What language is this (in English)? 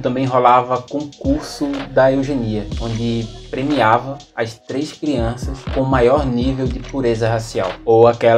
Portuguese